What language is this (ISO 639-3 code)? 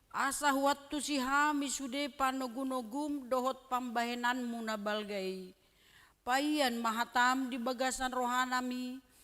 bbc